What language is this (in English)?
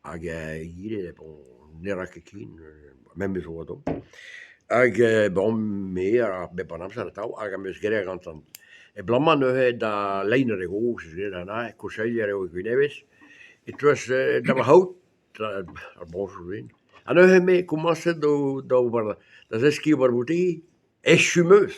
Breton